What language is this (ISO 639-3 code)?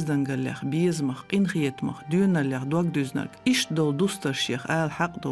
che